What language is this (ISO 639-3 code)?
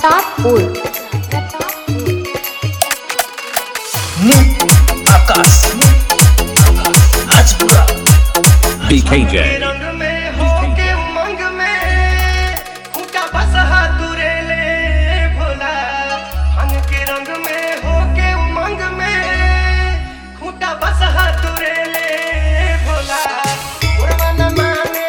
bho